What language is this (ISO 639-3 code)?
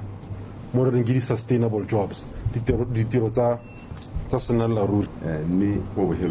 tsn